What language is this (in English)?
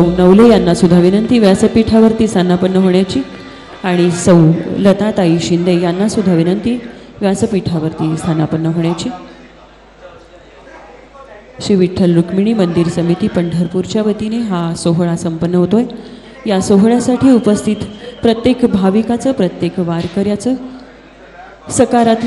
Marathi